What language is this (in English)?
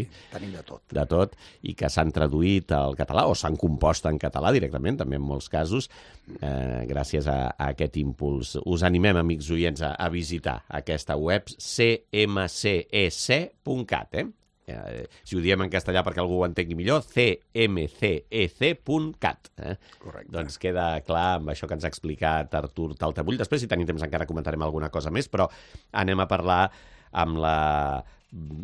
Catalan